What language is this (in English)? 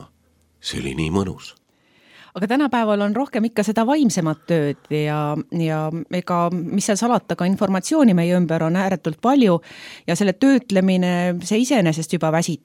Estonian